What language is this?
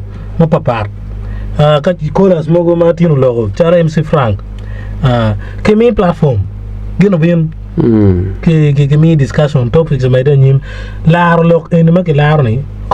Acoli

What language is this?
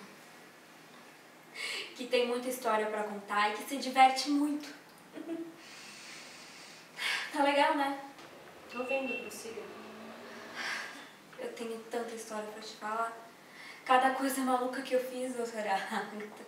Portuguese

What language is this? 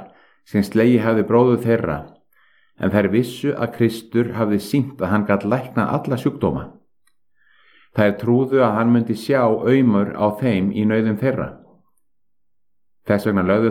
Icelandic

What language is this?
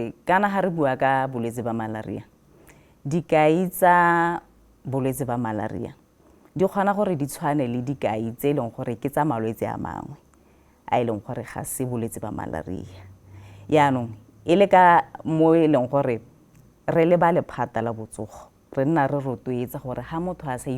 Tswana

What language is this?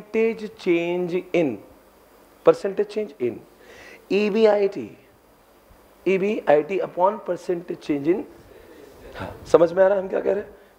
Hindi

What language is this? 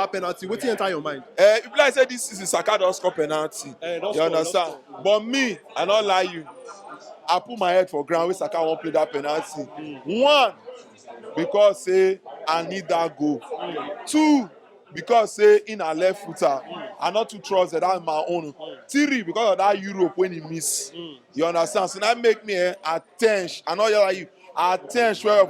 Nigerian Pidgin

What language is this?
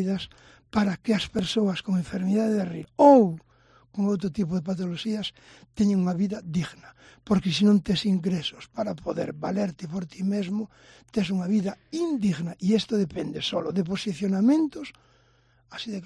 Galician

